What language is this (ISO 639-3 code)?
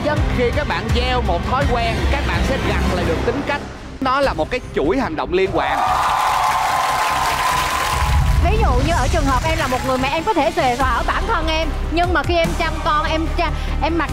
vie